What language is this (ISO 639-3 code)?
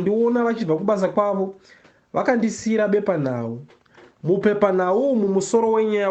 sna